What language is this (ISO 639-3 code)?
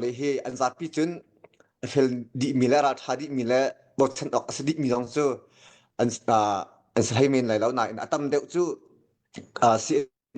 cnh